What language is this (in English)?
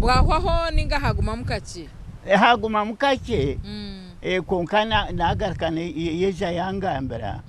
Nyankole